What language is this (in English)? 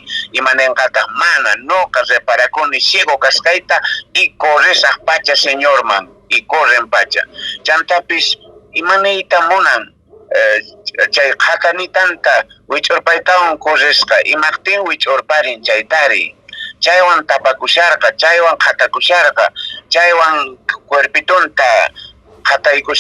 Quechua